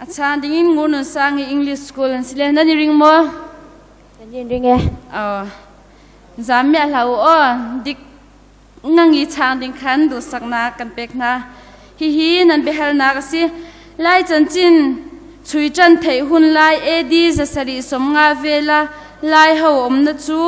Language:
Hakha Chin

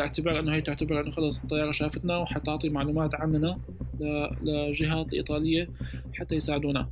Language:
North Levantine Arabic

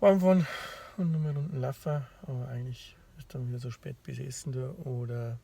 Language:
Bavarian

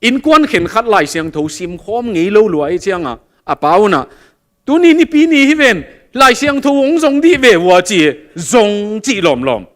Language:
Tedim Chin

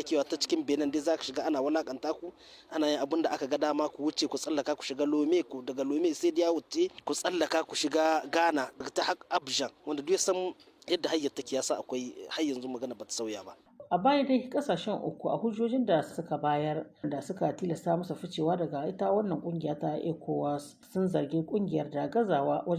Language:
Hausa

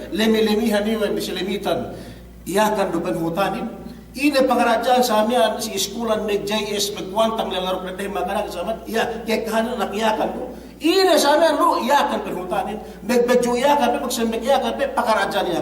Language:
Yakan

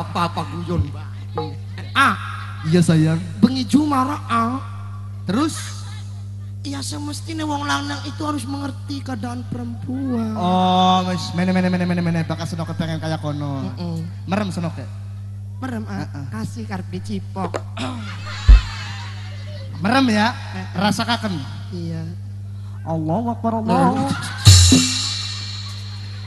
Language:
Javanese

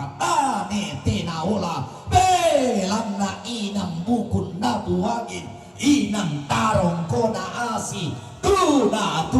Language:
Toraja-Sa'dan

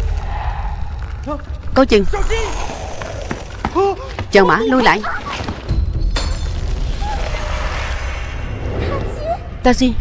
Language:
Vietnamese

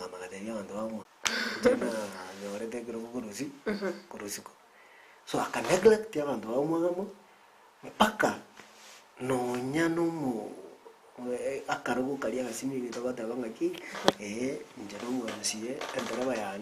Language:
Gusii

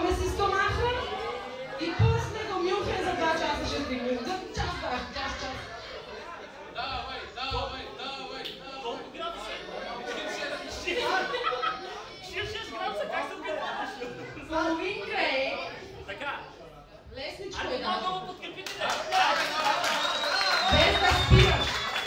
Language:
Bulgarian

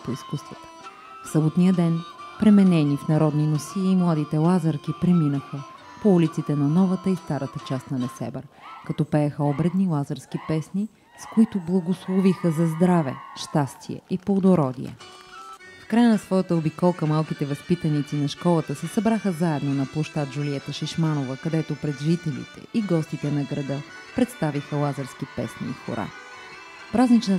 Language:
Bulgarian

